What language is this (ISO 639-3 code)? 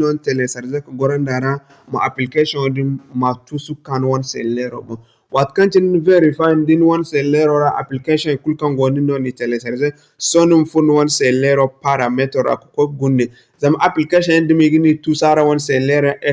dje